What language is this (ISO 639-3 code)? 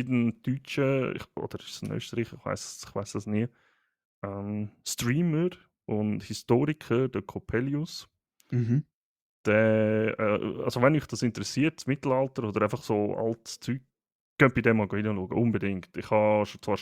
gsw